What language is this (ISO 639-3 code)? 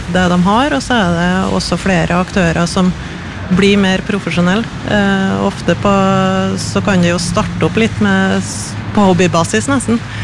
nor